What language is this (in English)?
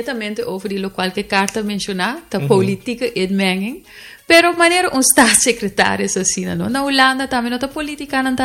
Papiamento